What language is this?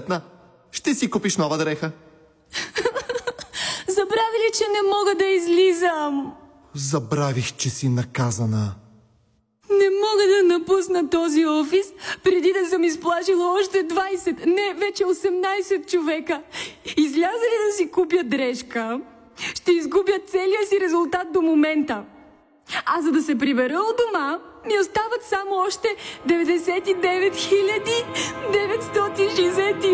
Bulgarian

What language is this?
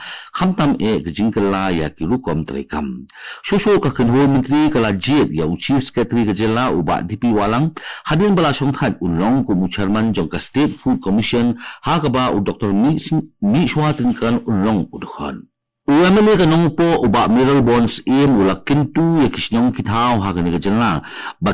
Khasi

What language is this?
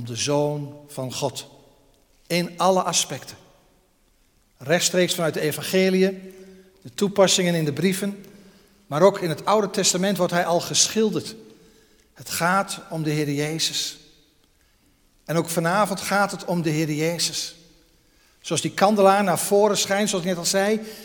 Dutch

